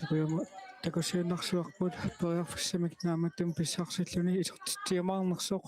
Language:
Kalaallisut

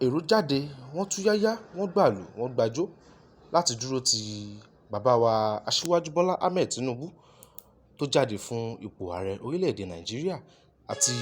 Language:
Yoruba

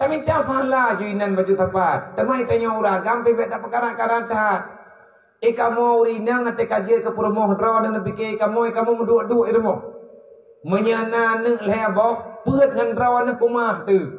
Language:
Achinese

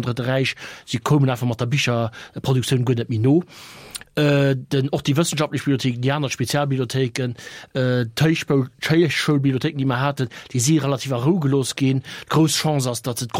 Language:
Luxembourgish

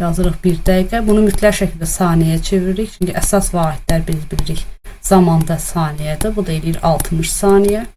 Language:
Azerbaijani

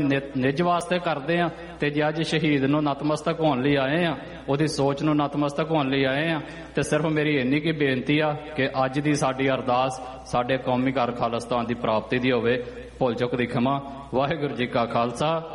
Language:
Punjabi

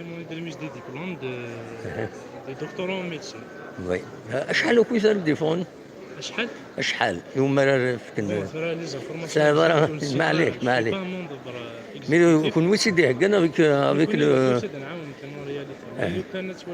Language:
Kabyle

